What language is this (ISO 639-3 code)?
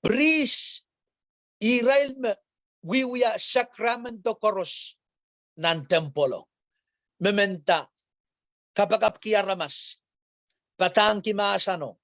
pon